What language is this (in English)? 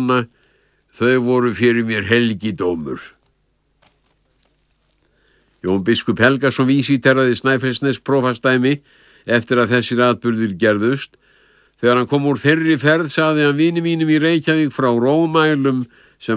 Icelandic